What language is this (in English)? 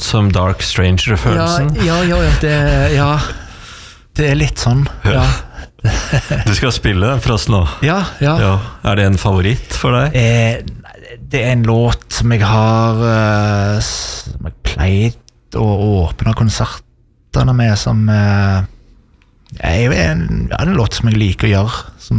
Norwegian